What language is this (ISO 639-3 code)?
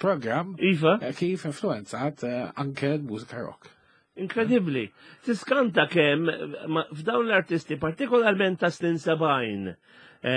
mlt